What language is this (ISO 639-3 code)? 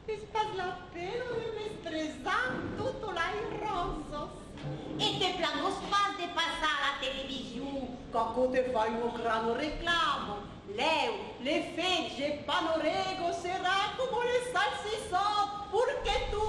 oci